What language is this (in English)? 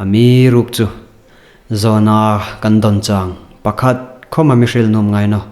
Hmar